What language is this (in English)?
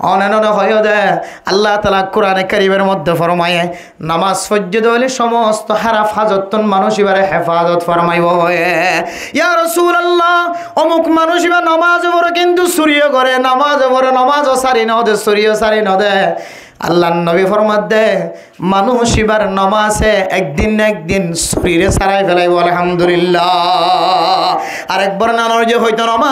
Rohingya